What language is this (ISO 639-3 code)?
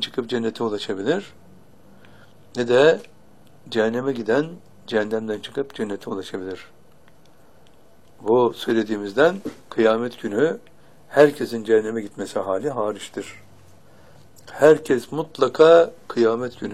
tur